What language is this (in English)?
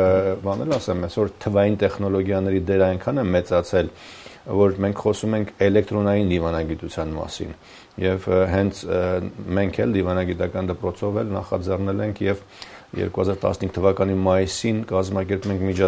Armenian